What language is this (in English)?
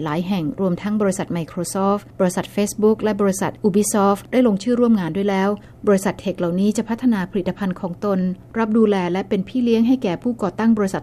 Thai